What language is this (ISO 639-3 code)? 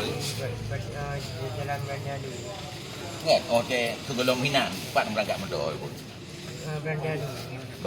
ace